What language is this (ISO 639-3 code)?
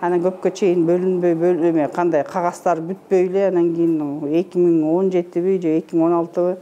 kir